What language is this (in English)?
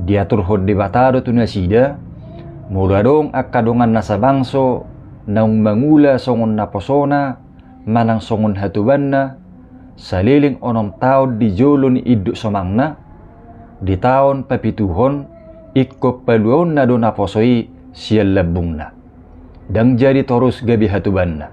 Batak Toba